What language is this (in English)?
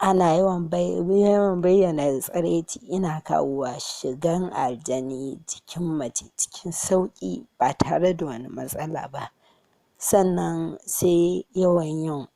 Hausa